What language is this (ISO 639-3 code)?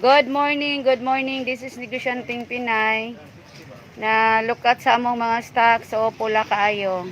ceb